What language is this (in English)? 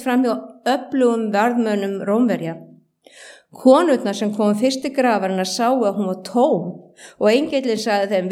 Icelandic